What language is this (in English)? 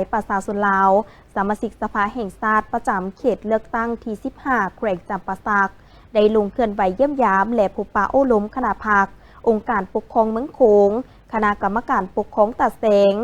Lao